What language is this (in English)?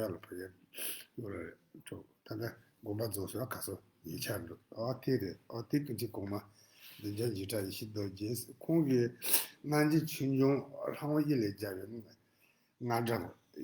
Tibetan